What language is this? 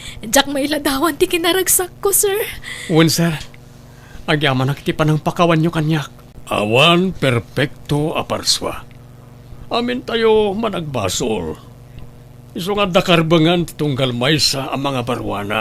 Iloko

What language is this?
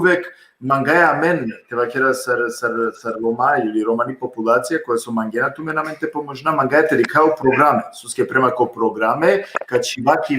Balkan Romani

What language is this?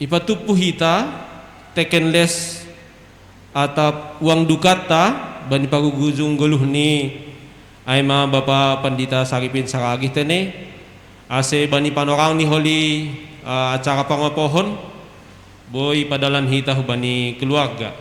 Batak Simalungun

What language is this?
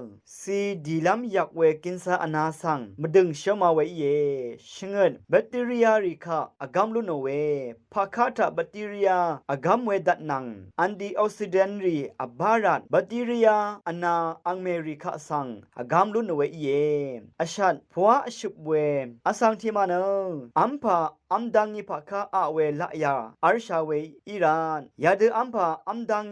Rawang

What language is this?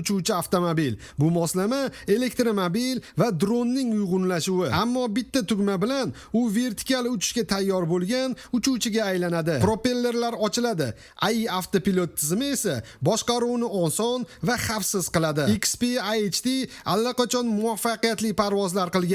Uzbek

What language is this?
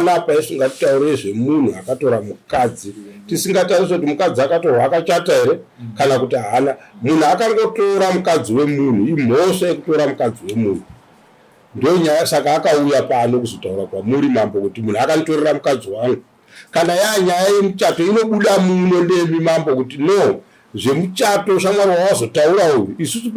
Shona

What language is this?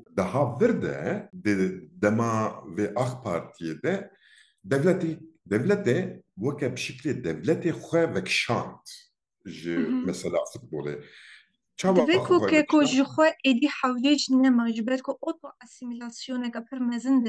Kurdish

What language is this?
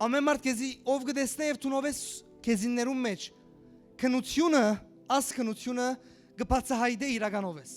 Western Armenian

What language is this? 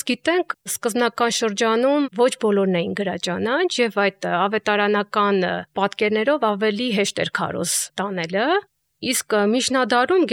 Armenian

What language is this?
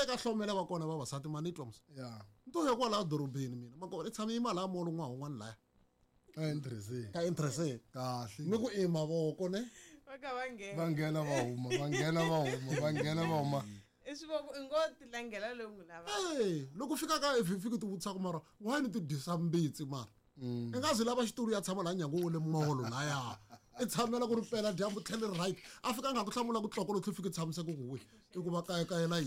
Tsonga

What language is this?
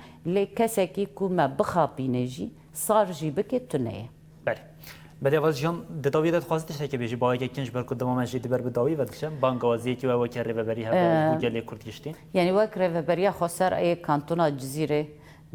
Kurdish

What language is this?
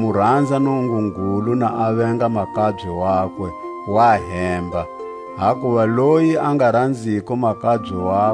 Tswa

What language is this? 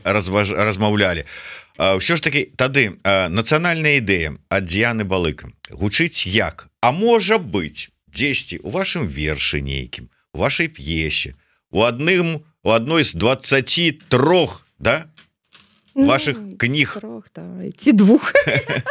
Belarusian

